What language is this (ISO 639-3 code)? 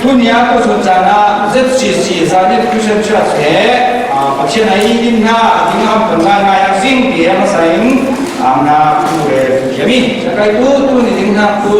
cfm